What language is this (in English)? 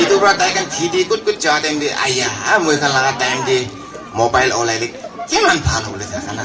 Naga Pidgin